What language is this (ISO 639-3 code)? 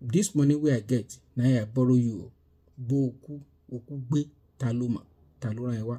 pcm